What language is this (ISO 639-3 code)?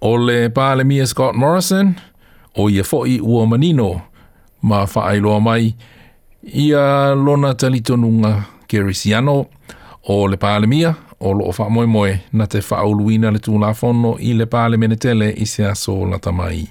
smo